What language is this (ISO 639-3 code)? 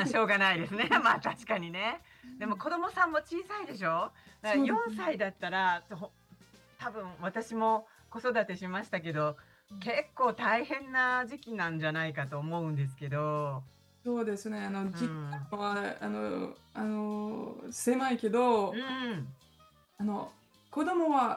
jpn